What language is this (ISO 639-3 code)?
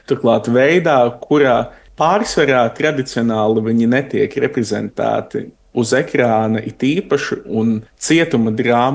lav